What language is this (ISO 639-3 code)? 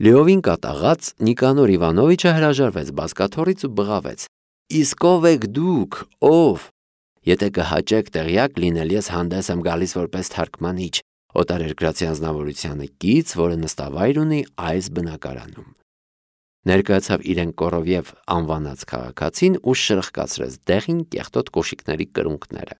hye